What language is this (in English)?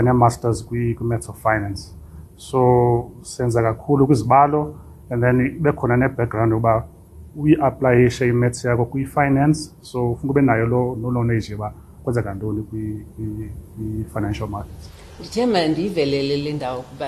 Xhosa